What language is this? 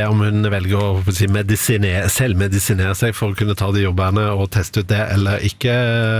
Norwegian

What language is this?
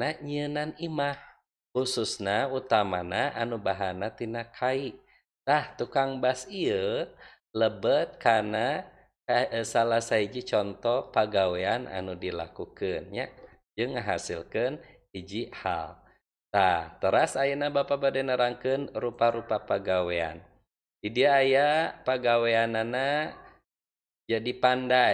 Sundanese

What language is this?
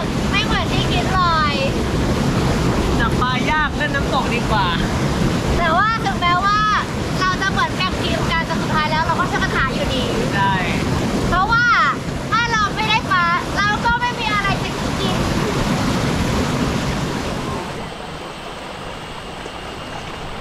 Thai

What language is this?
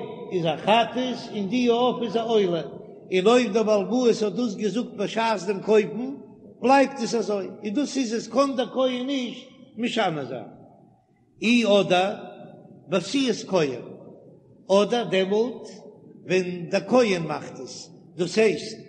Yiddish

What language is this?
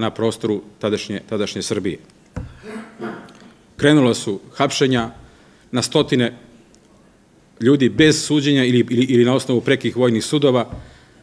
Serbian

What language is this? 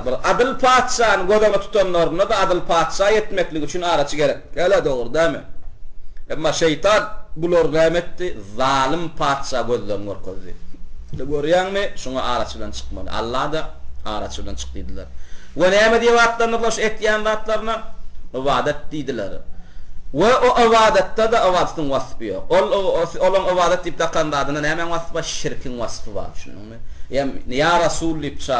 Turkmen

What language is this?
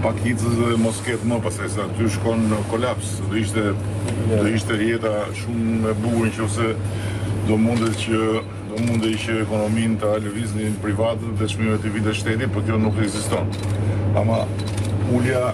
Albanian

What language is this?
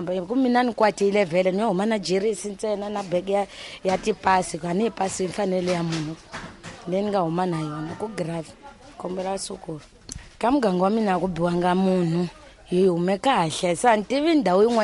Tsonga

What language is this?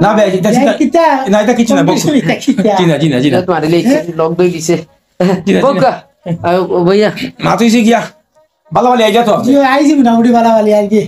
Sylheti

